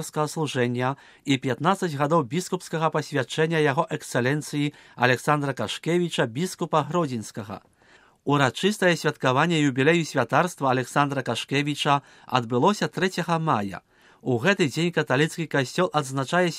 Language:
Belarusian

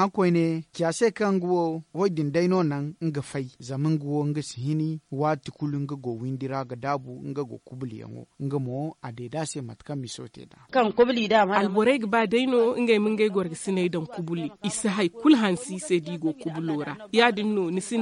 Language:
Zarma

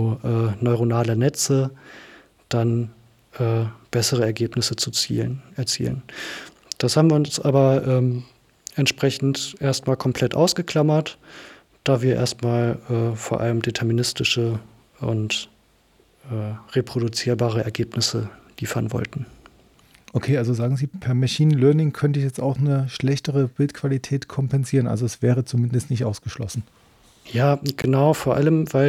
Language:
German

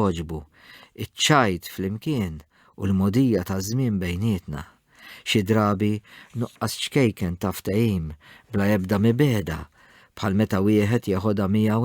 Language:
Maltese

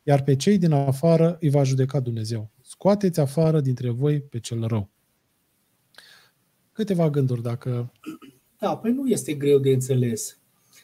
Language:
Romanian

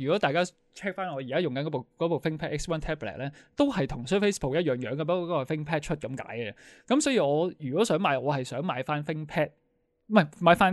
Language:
Cantonese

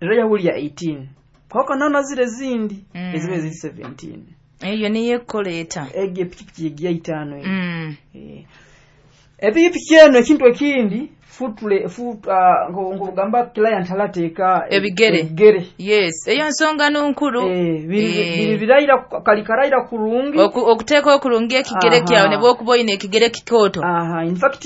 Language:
Nyoro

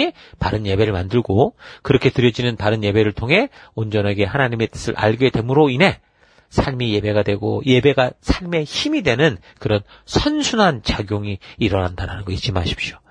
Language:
Korean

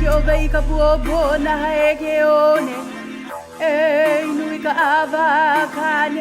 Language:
Hawaiian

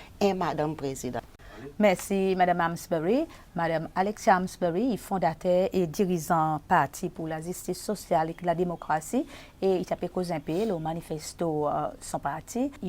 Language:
Seselwa Creole French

